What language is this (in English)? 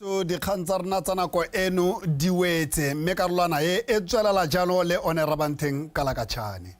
Tswana